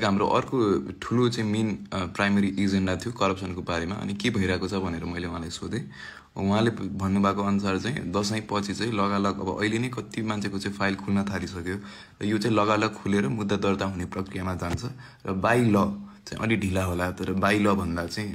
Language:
Nepali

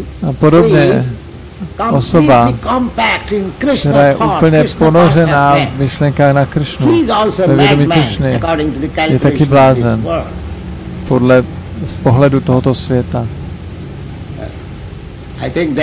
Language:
Czech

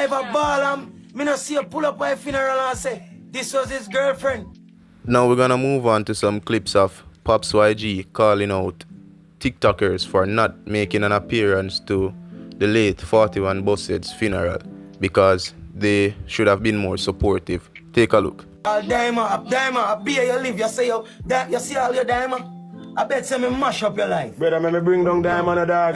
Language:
Jamaican Creole English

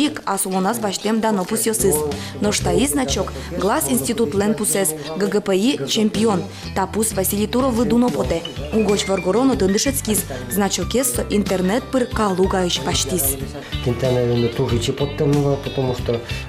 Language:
Udmurt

